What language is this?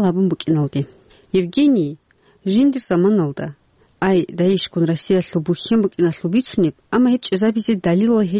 Avaric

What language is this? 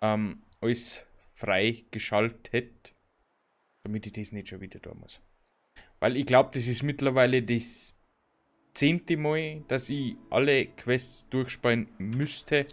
Bavarian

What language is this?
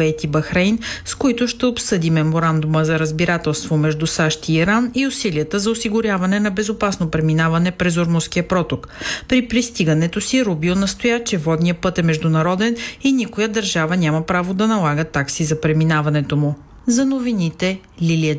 Bulgarian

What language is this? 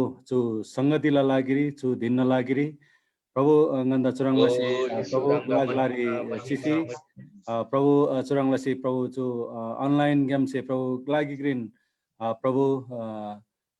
Eastern Tamang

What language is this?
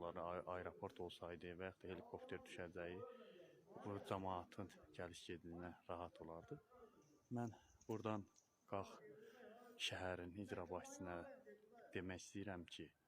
Azerbaijani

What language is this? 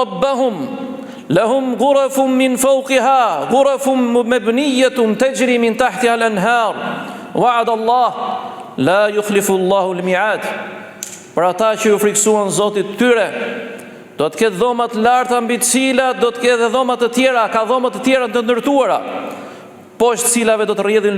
Albanian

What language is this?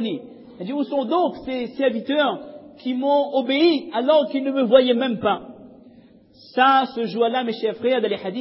French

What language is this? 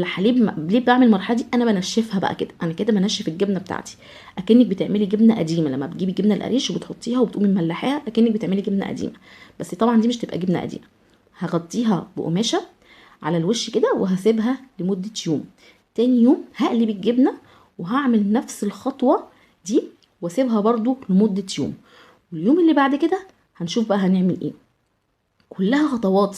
Egyptian Arabic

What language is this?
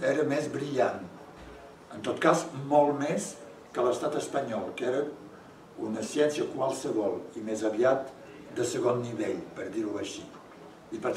Catalan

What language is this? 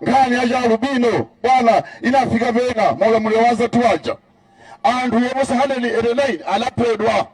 Nyanja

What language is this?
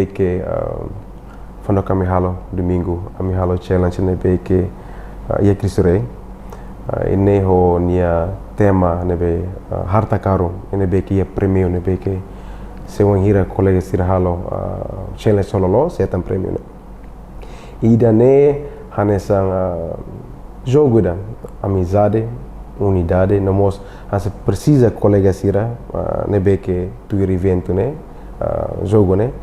Tetum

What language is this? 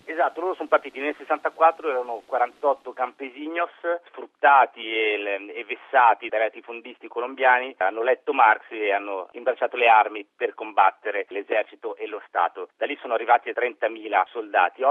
Italian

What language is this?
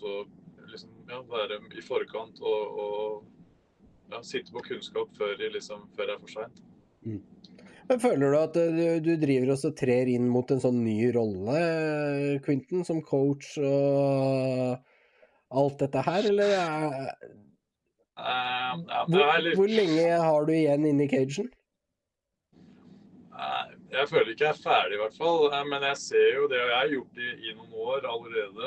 Norwegian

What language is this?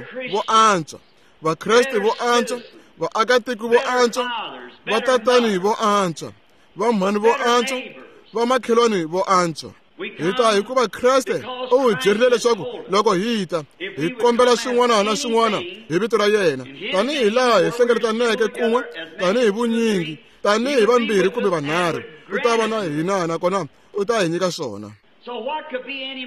Tsonga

